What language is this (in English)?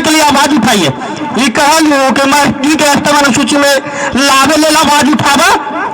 Magahi